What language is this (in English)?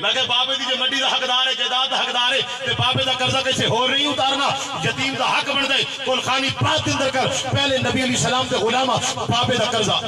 Saraiki